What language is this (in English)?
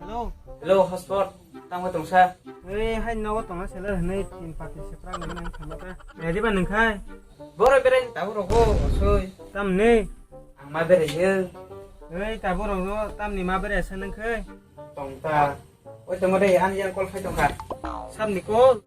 Kok Borok